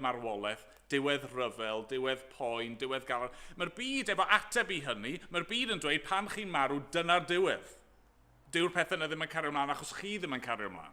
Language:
Welsh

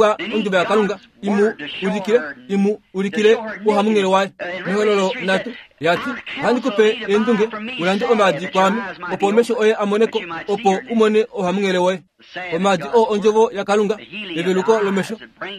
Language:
Kuanyama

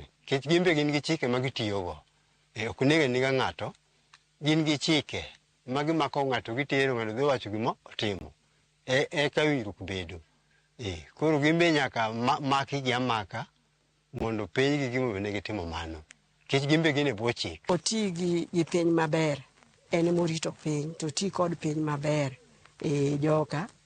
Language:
Luo (Kenya and Tanzania)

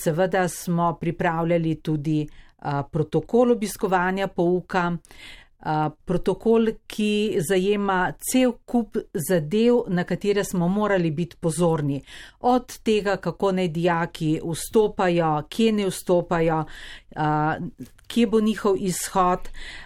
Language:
Slovenian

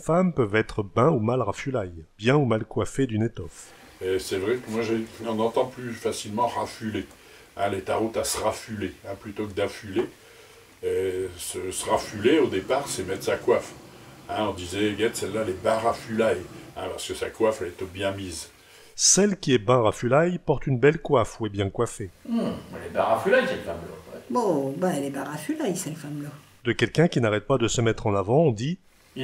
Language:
Picard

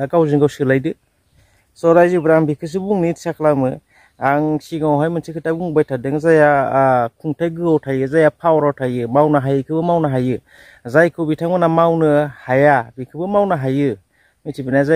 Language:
Bodo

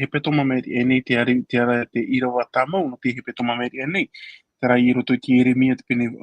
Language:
Tahitian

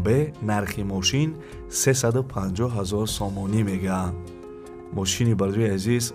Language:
Tajik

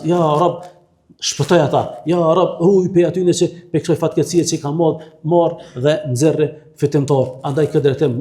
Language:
Albanian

